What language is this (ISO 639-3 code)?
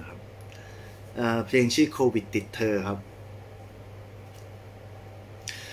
tha